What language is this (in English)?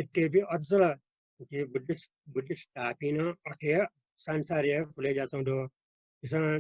Newari